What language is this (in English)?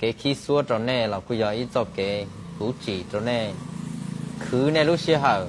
Hmong